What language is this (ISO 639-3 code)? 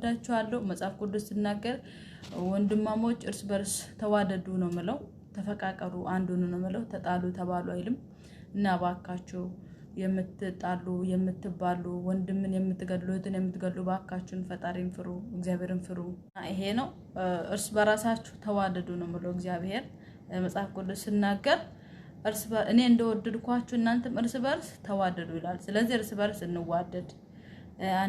amh